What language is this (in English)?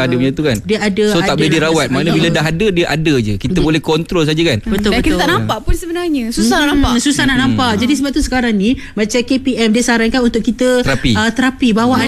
Malay